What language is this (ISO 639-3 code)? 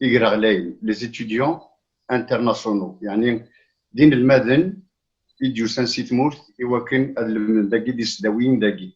kab